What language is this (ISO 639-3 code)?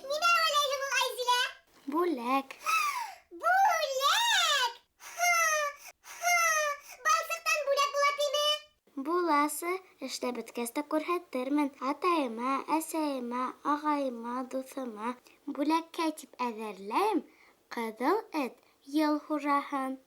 bak